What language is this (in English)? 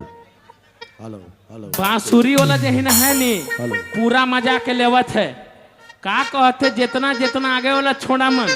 Sadri